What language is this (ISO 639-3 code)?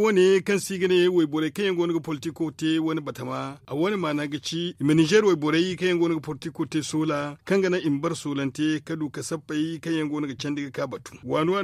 dje